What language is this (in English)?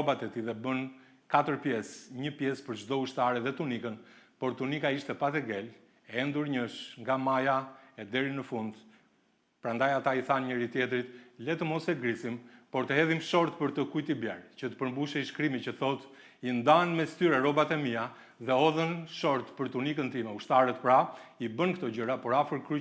Albanian